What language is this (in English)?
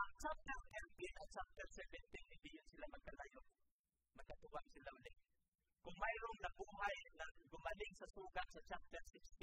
Filipino